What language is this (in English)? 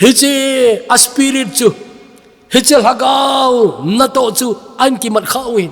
Thado Chin